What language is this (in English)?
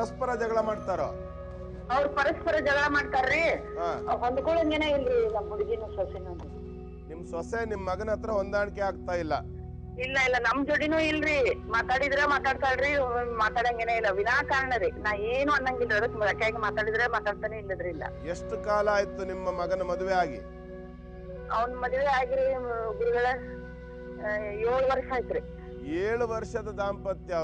Kannada